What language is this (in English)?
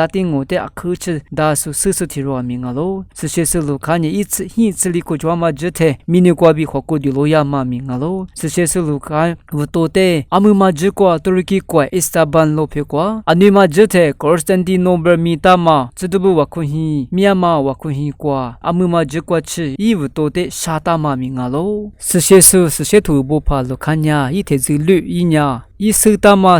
Lisu